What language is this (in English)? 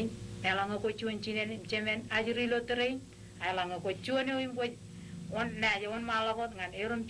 Marshallese